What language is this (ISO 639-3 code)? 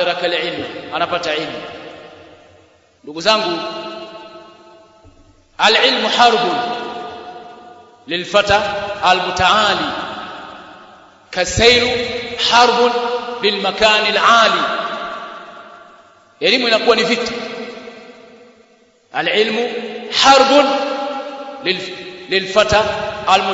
swa